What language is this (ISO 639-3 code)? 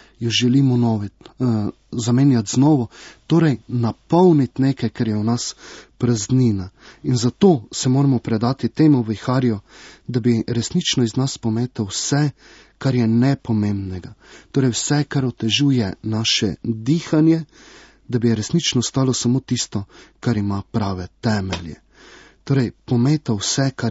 slv